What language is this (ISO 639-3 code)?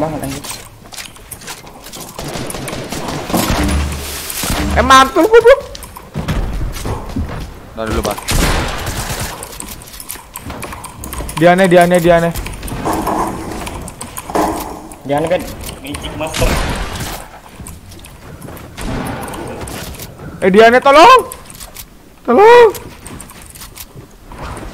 ind